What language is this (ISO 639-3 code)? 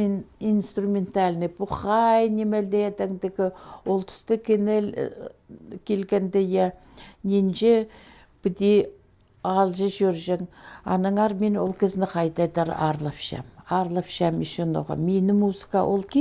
kjh